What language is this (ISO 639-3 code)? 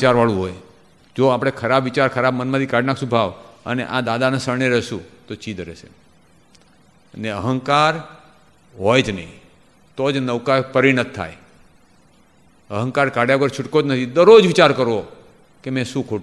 guj